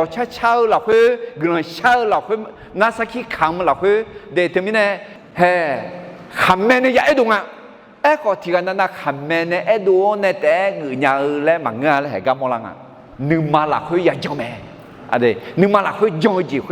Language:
Akha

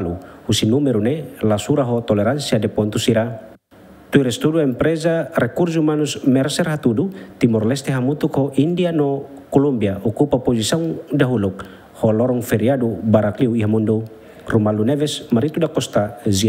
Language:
Tetum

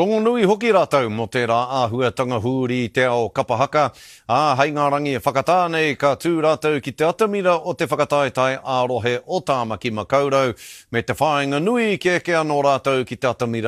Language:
Māori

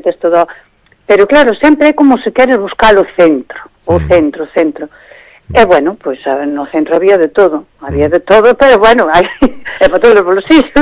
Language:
Galician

